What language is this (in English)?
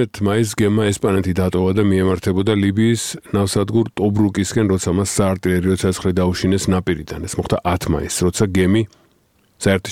Georgian